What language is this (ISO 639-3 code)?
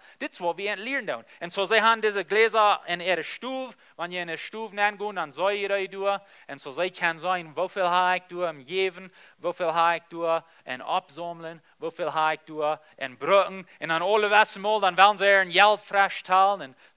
pdt